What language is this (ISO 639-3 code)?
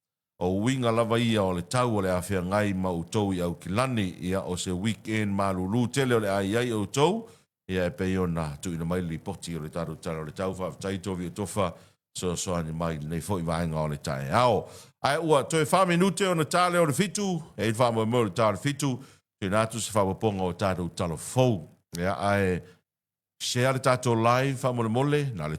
smo